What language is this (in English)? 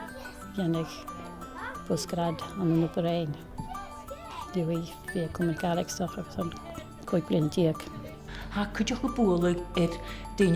Scottish Gaelic